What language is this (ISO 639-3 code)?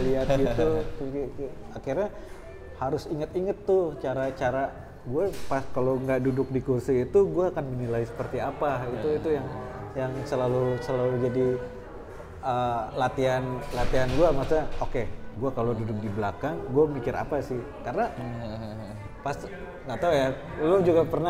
ind